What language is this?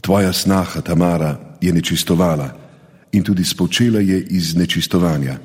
Slovenian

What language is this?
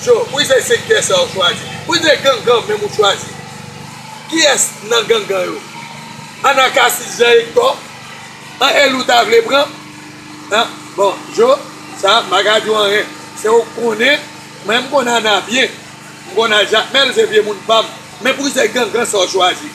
Haitian Creole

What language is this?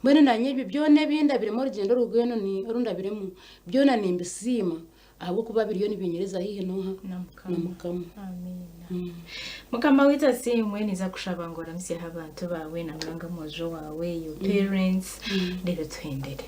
Nyankole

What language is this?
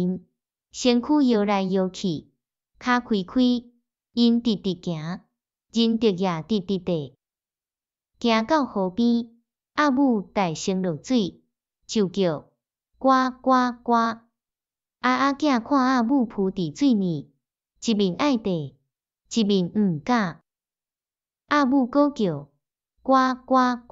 Min Nan Chinese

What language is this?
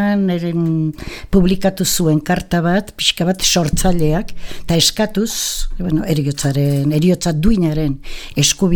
Basque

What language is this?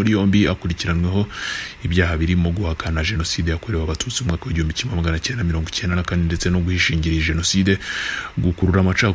Kinyarwanda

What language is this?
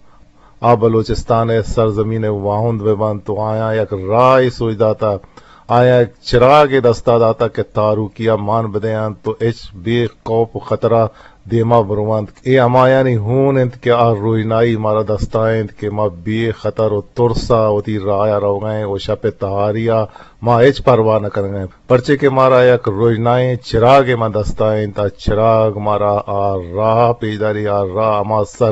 Eastern Balochi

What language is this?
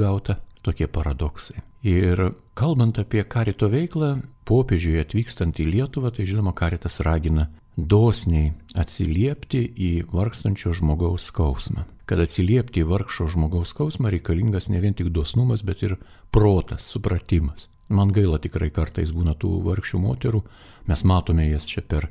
Lithuanian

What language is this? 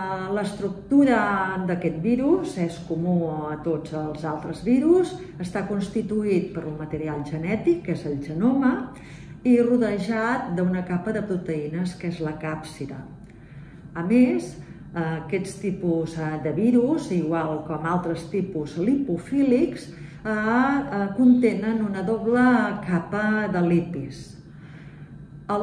Catalan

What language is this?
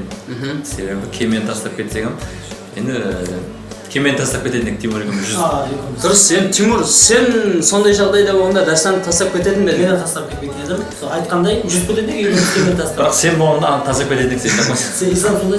Kara-Kalpak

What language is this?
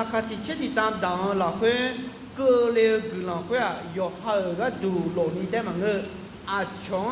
Akha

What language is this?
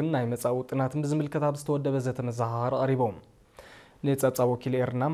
Tigrinya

